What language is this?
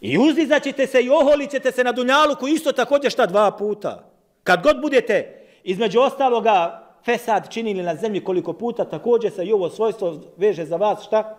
Bosnian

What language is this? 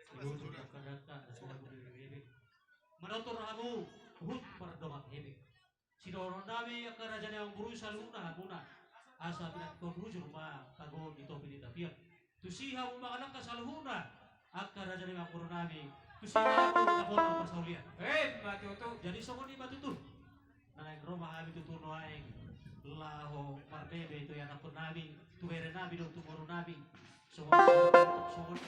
Batak Toba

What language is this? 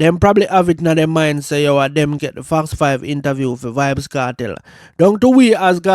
Jamaican Creole English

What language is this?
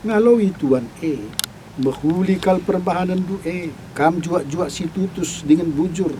Batak Karo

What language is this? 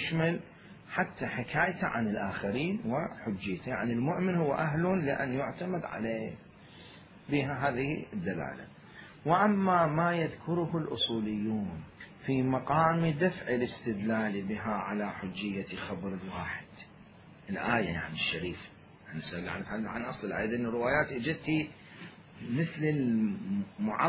Mesopotamian Arabic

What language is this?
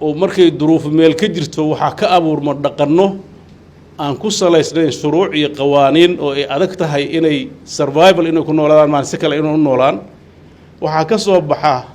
Somali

